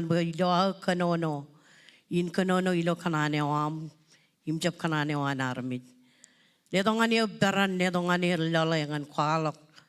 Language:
Marshallese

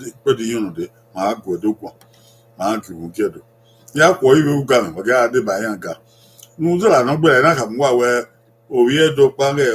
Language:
Bini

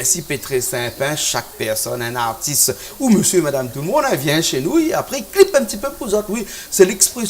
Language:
Réunion Creole French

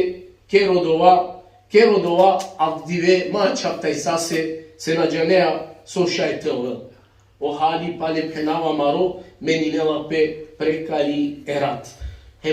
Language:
Balkan Romani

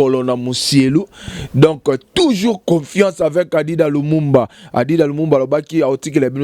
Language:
Lingala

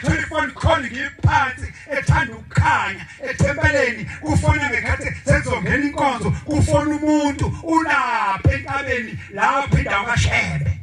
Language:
Zulu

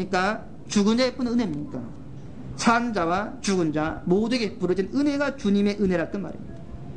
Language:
Korean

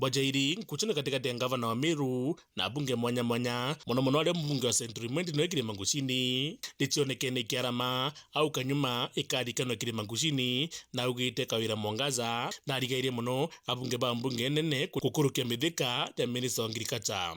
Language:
Meru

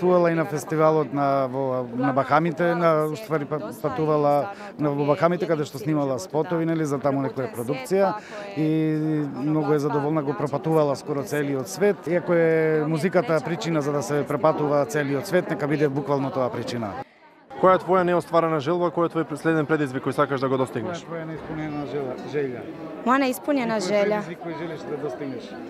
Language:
Macedonian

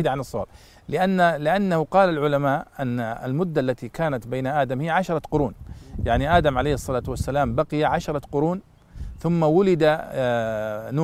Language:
Arabic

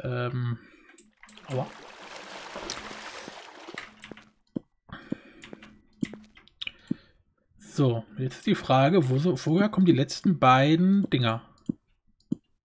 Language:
German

